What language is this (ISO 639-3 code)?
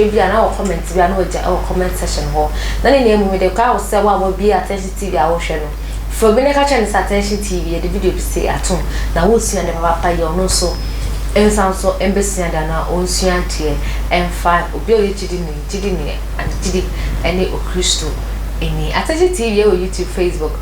aka